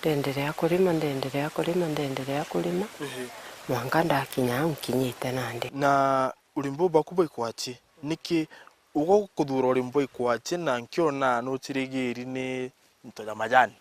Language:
Meru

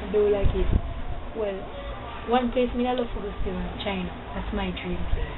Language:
Jamaican Creole English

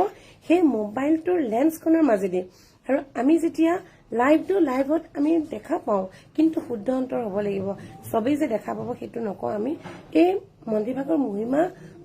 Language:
Assamese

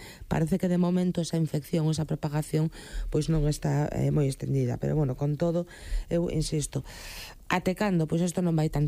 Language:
Galician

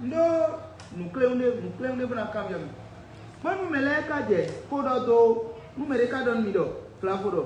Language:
Fon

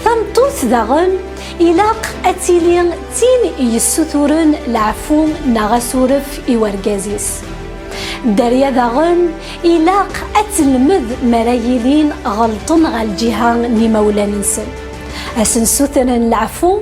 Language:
Kabyle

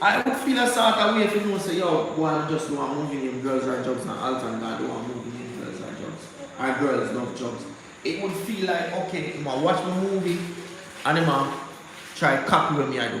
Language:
Jamaican Creole English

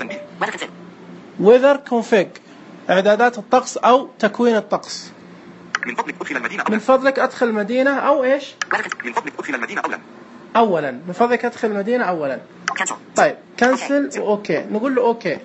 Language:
Najdi Arabic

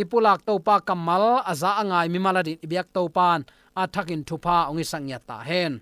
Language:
Tedim Chin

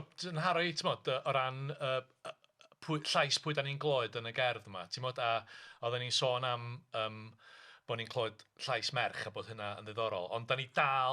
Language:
Welsh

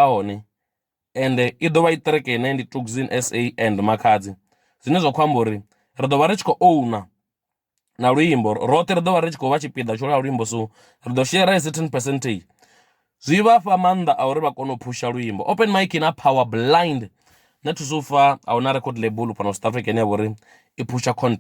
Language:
Venda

